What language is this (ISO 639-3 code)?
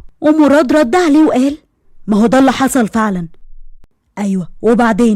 arz